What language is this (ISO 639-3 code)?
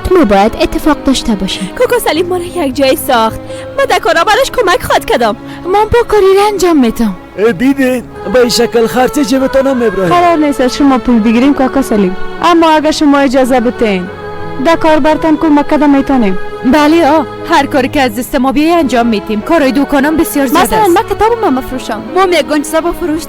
fas